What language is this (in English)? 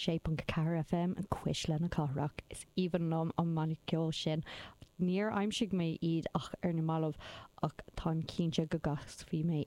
Irish